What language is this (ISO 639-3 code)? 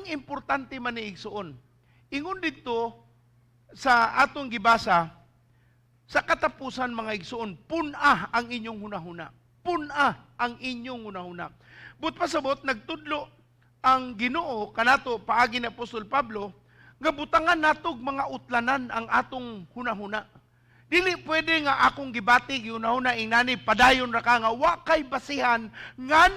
ceb